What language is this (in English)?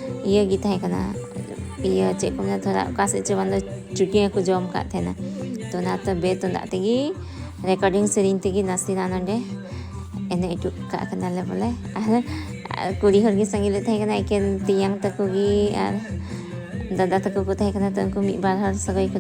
Santali